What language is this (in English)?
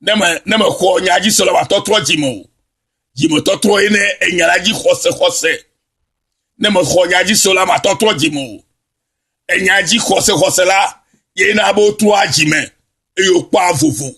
Ewe